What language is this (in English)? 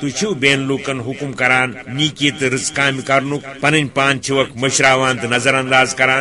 Kashmiri